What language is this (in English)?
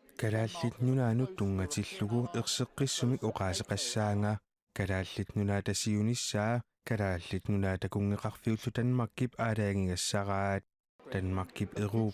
Kalaallisut